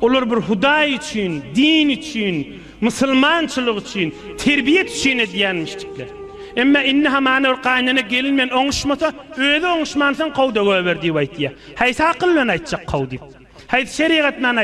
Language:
Turkmen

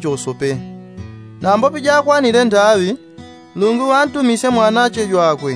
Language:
Yao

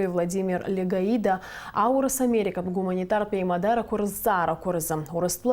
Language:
Abkhazian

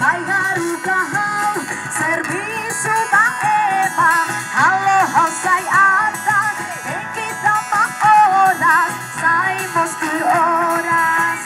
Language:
Tetum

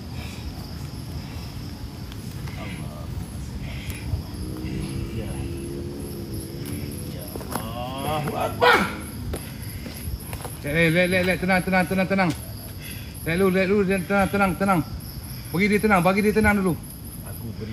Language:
Malay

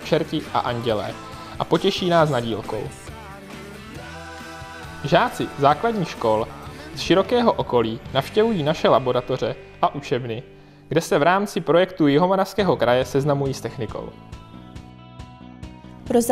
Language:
Czech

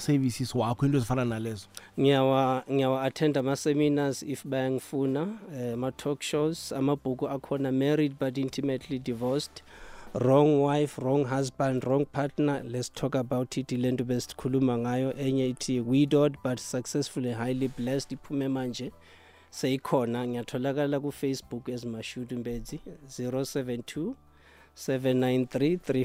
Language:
South Ndebele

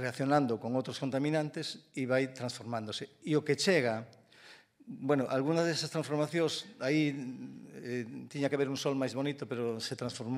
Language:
Galician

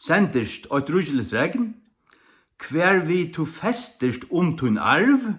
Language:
Faroese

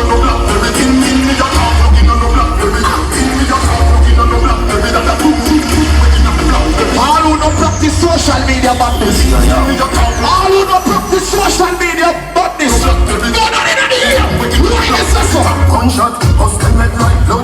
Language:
Jamaican Creole English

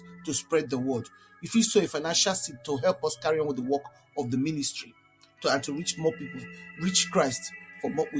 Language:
Nigerian Pidgin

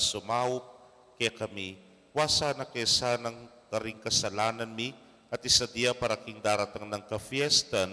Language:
Pampanga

